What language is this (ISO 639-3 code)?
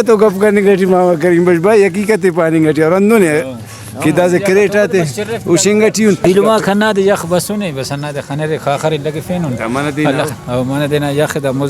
brh